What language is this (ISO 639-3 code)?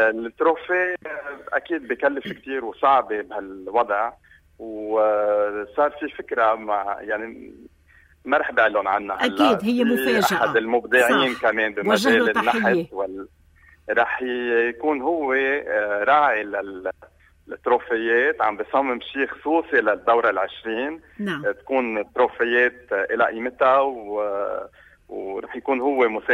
apc